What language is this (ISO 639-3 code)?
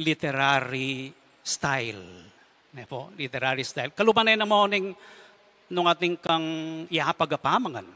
pam